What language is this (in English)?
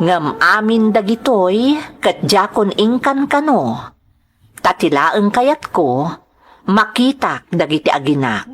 Iloko